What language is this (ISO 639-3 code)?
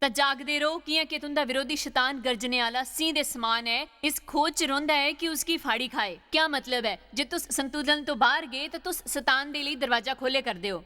doi